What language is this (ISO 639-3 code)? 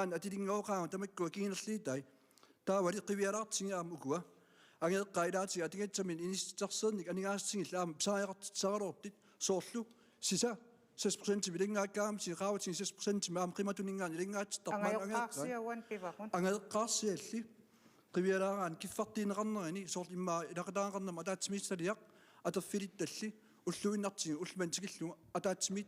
kal